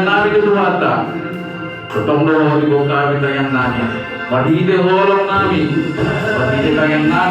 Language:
Batak Toba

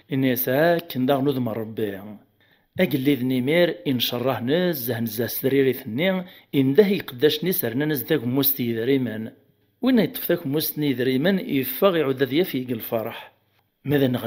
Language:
Kabyle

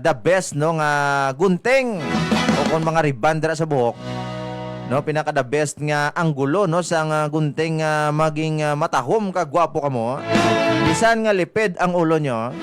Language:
Hiligaynon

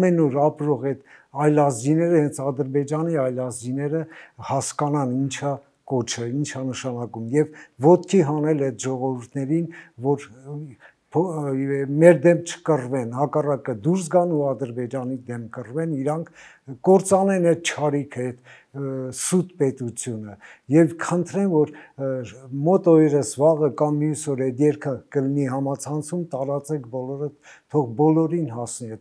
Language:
Armenian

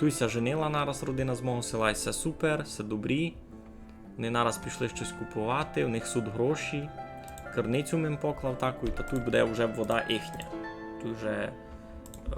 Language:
Rusyn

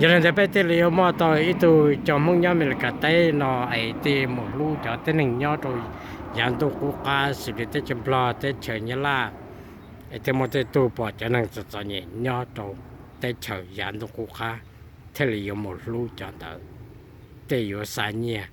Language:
Hmong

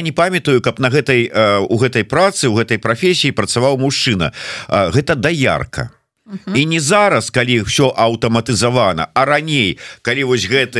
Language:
Belarusian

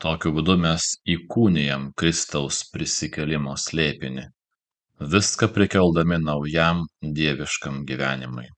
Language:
Lithuanian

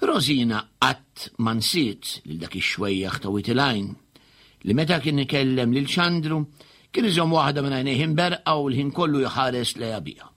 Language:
Maltese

